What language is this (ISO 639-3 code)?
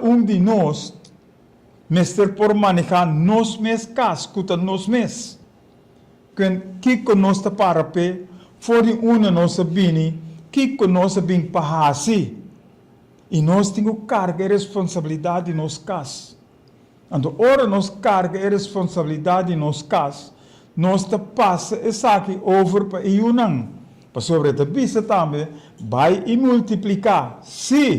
pap